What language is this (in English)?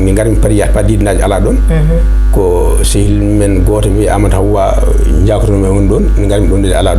Fula